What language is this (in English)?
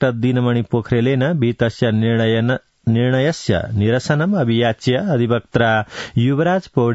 Sanskrit